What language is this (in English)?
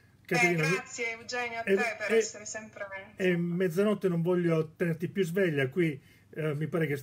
Italian